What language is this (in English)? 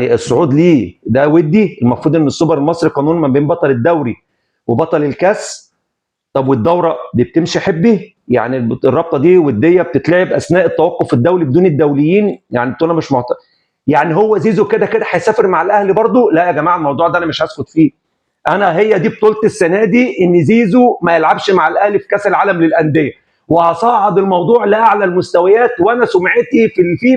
Egyptian Arabic